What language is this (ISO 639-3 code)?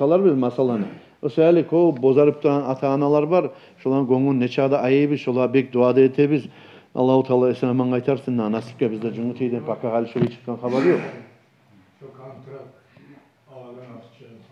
kum